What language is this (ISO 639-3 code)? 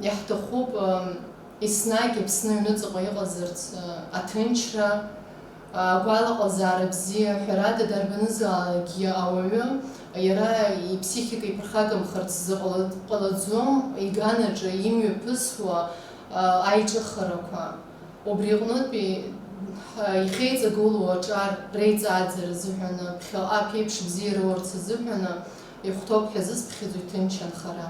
abk